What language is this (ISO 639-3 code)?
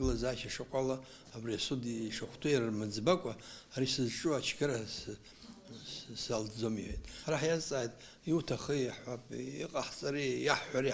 abk